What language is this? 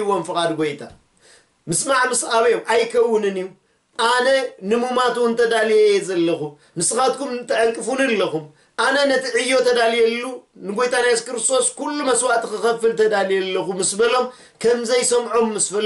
Tigrinya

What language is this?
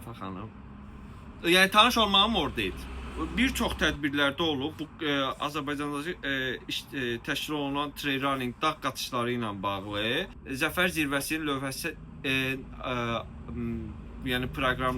Azerbaijani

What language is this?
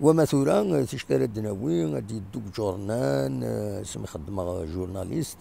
Kabyle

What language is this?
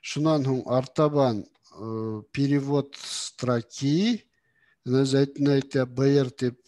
Bashkir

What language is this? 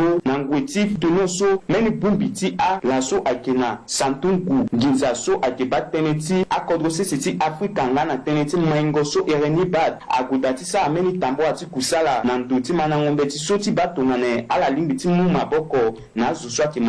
Sango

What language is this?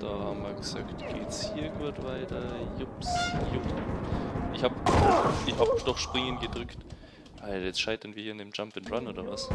Bavarian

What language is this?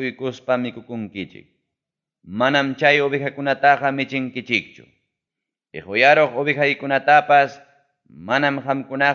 Ayacucho Quechua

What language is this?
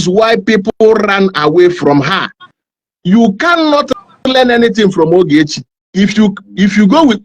Igbo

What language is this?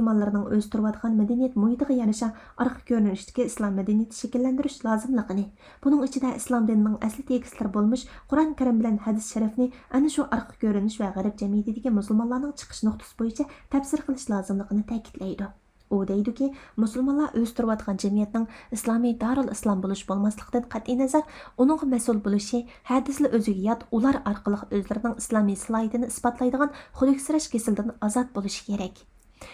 Uyghur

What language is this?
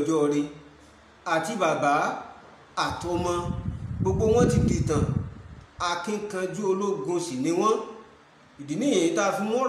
Yoruba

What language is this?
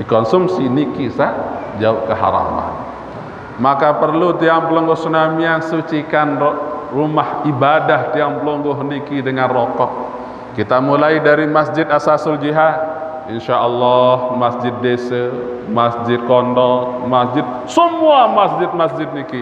Sasak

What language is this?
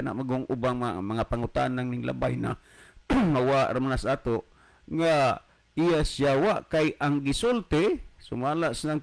Cebuano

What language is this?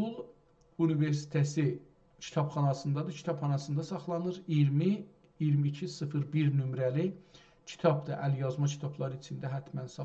South Azerbaijani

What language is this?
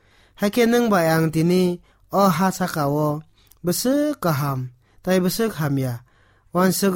Kok Borok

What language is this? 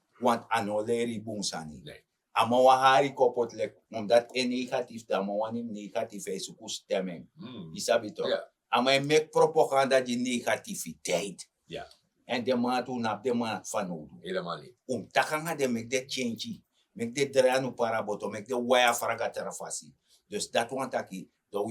Sranan Tongo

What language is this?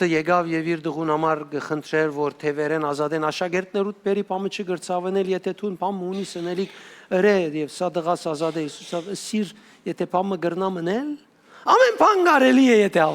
Western Armenian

